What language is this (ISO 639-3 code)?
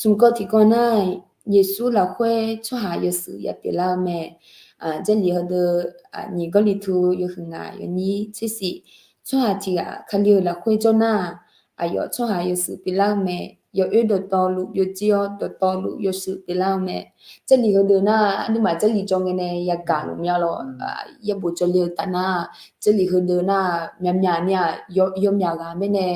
ahk